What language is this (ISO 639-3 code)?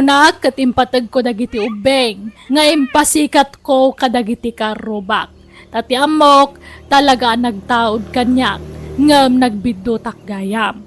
ilo